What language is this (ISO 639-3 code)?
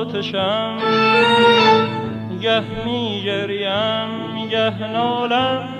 fas